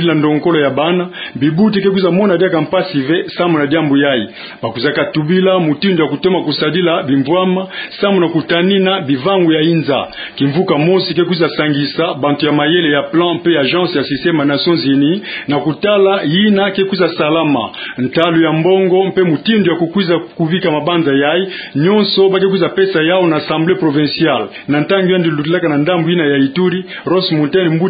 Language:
Kituba (Democratic Republic of Congo)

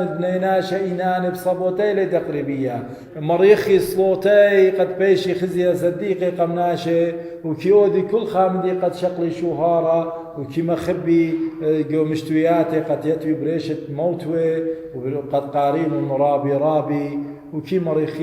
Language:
Assyrian Neo-Aramaic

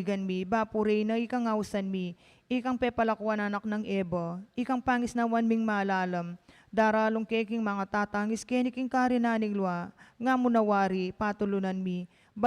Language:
Pampanga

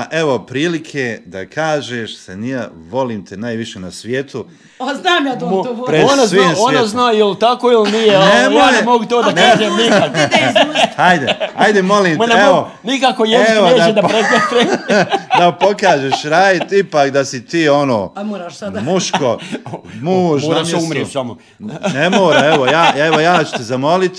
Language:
Bosnian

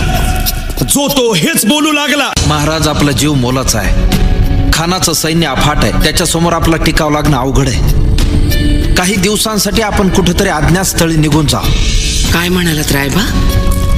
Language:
Marathi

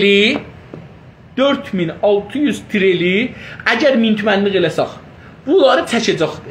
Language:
South Azerbaijani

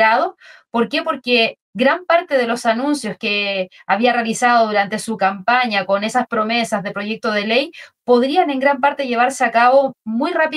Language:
Spanish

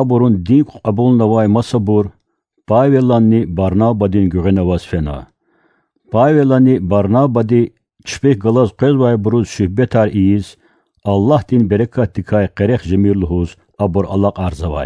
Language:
Lezghian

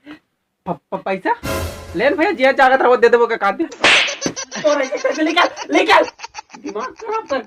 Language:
Chhattisgarhi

